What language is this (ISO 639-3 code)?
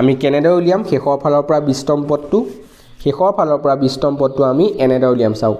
asm